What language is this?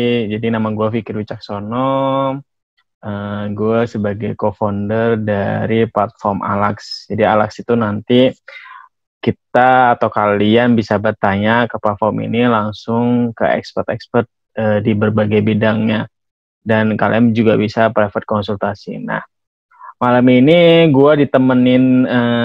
Indonesian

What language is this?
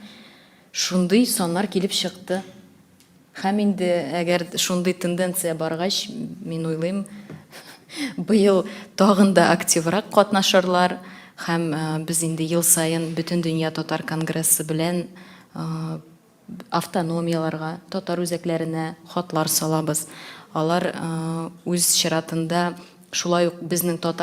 Tatar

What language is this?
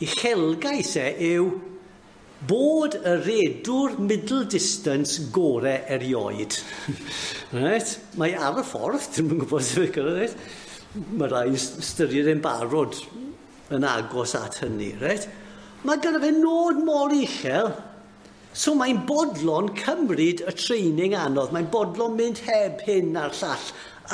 Welsh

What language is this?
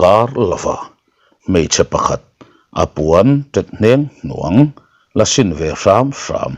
Mizo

